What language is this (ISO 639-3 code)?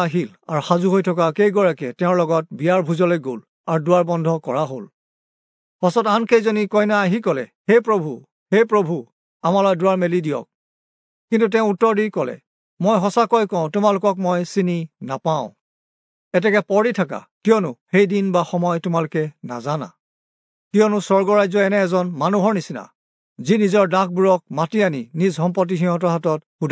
asm